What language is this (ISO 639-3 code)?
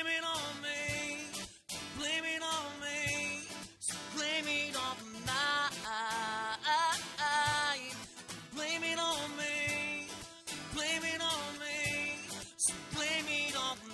eng